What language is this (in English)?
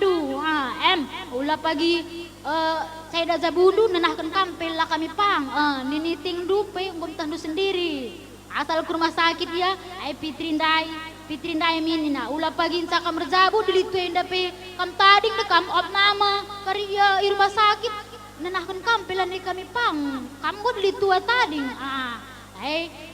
Batak Karo